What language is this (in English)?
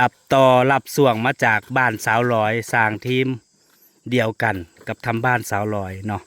Northeastern Thai